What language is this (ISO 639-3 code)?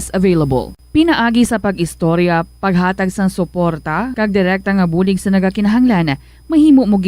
hil